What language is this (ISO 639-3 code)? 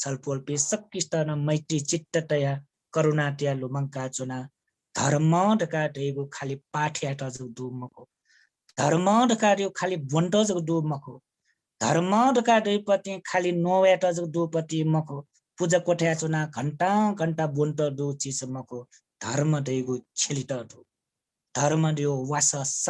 new